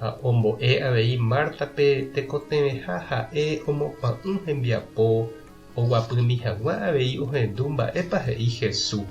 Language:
Guarani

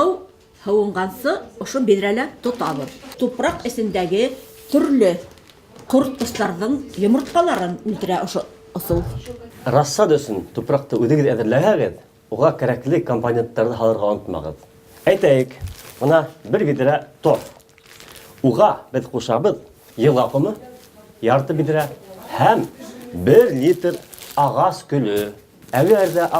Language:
Bashkir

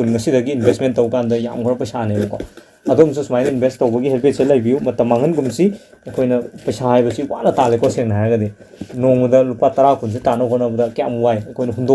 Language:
Manipuri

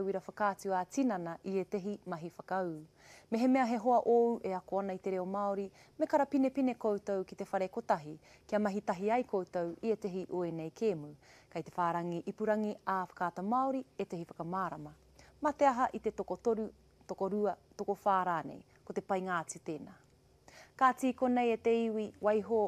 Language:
Māori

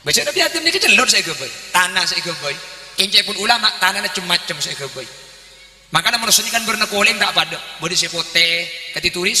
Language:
Madurese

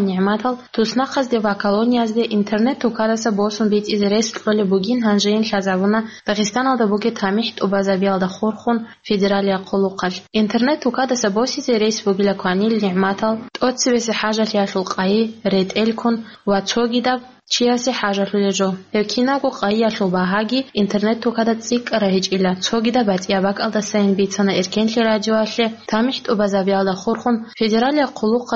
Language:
Avaric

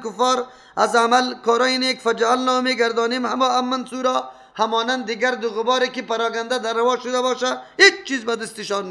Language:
Persian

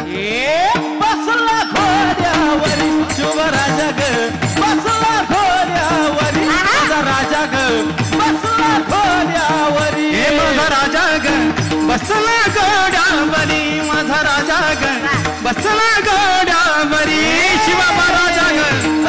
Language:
Marathi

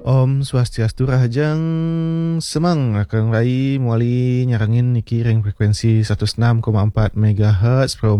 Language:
Balinese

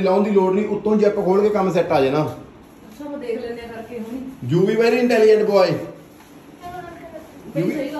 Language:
Punjabi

